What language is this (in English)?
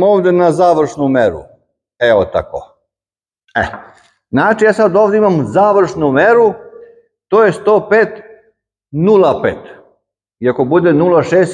Serbian